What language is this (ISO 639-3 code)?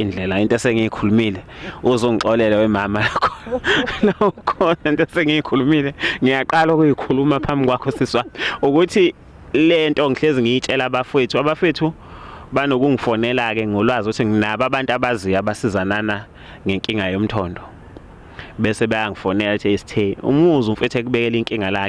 zul